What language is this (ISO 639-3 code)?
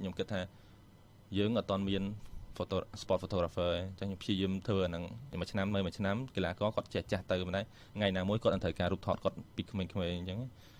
khm